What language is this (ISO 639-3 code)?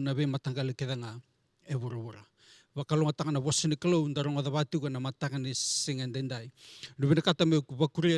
fij